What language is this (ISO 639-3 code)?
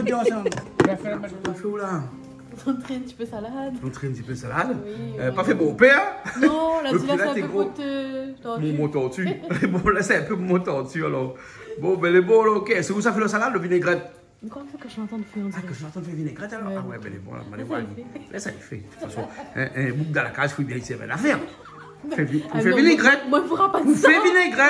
rcf